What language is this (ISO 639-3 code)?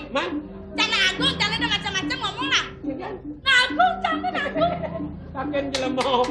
ban